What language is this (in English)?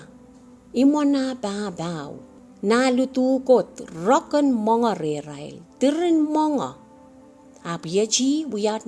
Pohnpeian